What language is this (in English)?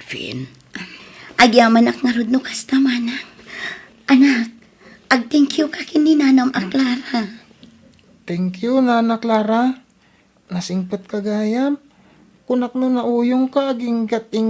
Iloko